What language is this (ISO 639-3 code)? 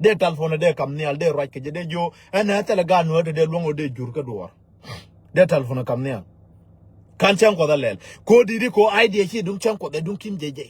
nus